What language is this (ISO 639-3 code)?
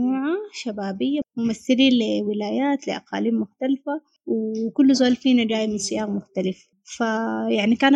apd